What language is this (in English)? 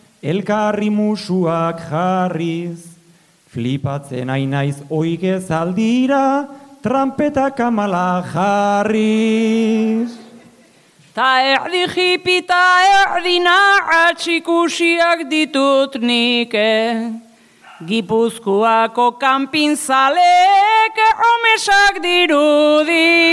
Basque